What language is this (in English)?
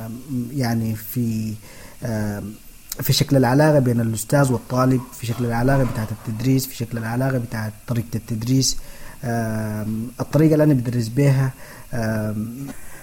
Sudanese Arabic